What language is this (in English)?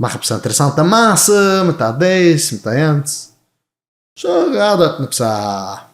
Yiddish